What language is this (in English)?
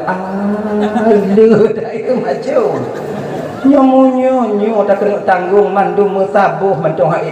Achinese